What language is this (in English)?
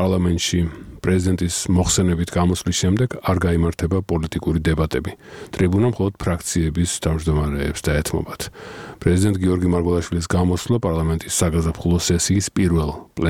Georgian